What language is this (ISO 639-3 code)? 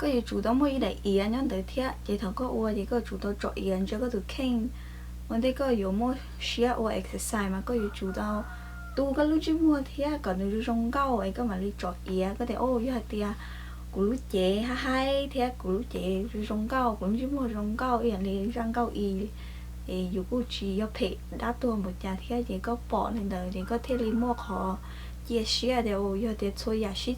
hmn